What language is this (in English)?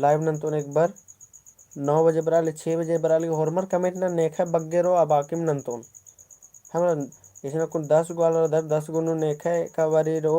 Kurukh